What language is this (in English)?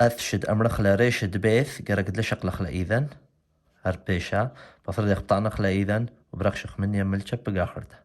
Assyrian Neo-Aramaic